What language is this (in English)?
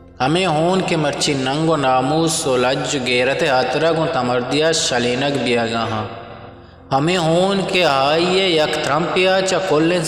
Eastern Balochi